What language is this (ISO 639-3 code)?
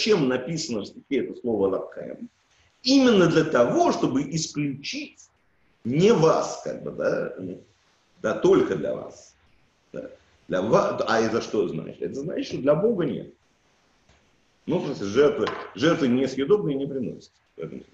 rus